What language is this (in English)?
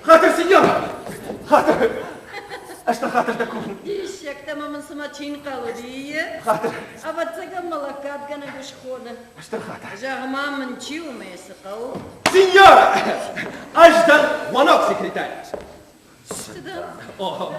Ossetic